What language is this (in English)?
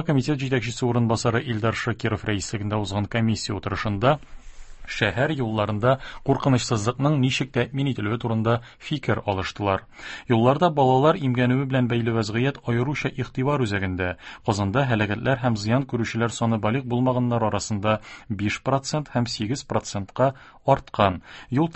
Tatar